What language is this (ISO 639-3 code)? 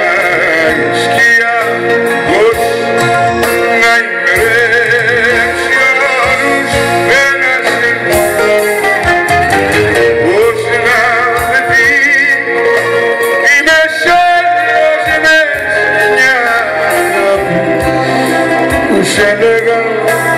ell